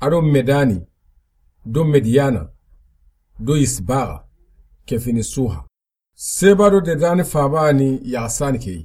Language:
Soninke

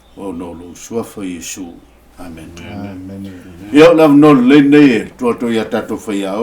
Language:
Samoan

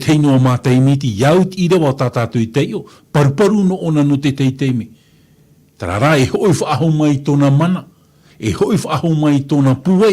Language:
Tahitian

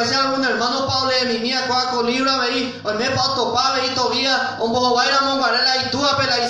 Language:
Guarani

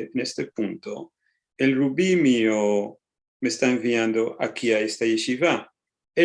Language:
Ladino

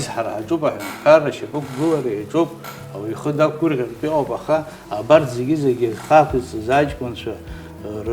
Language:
Abkhazian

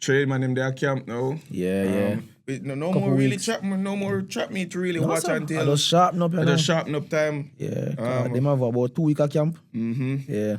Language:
Jamaican Creole English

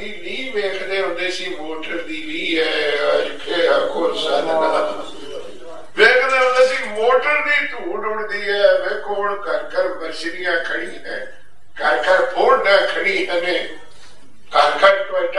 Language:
Punjabi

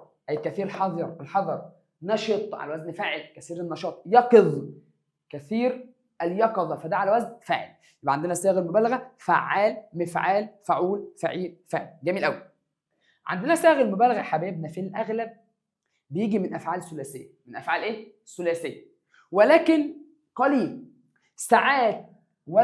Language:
Egyptian Arabic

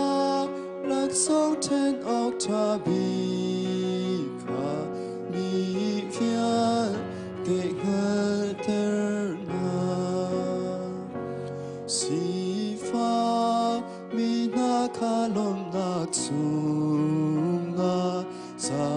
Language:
Hakha Chin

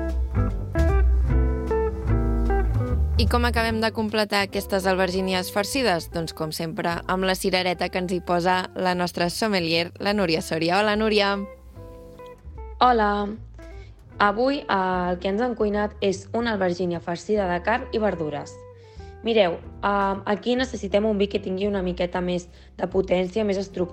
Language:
Catalan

